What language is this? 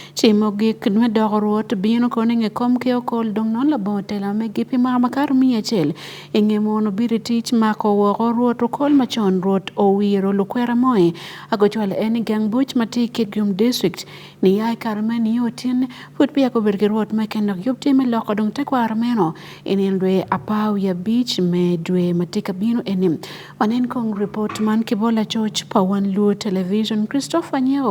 Acoli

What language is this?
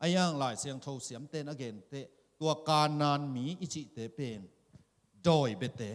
Tedim Chin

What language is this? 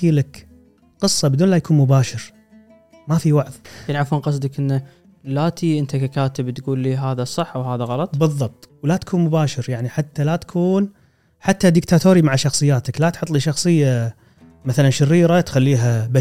Gulf Arabic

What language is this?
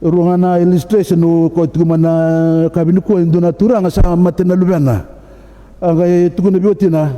Fijian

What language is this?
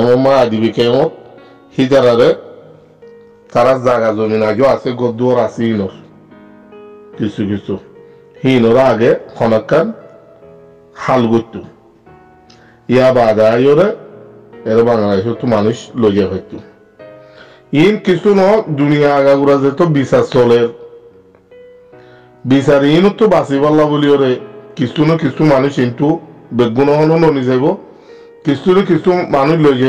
Rohingya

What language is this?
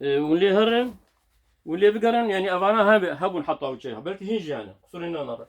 Kurdish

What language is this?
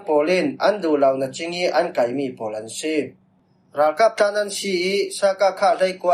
Falam Chin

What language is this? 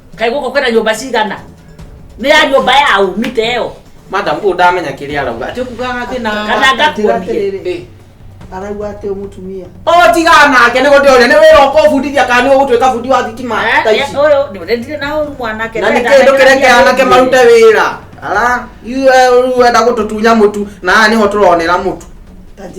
Kikuyu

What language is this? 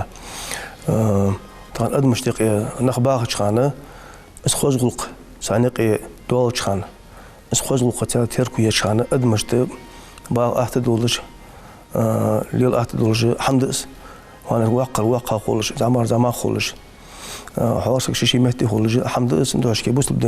Ingush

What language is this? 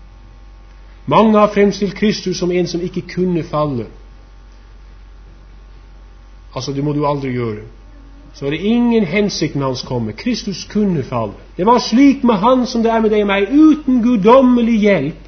Norwegian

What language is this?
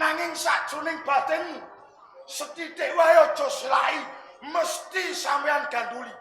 Javanese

